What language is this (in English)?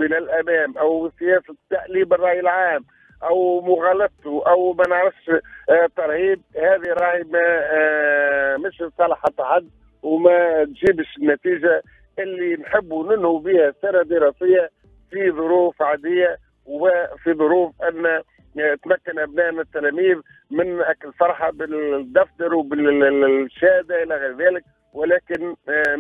Tunisian Arabic